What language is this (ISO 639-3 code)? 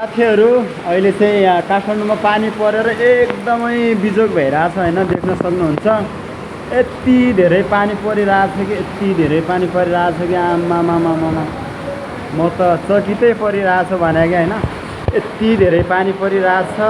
nep